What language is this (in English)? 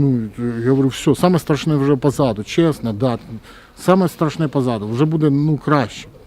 Crimean Tatar